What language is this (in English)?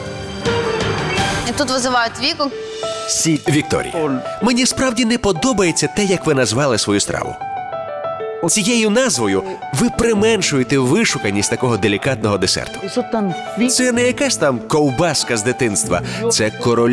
Ukrainian